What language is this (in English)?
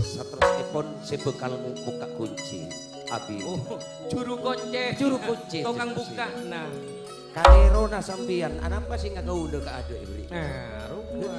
Madurese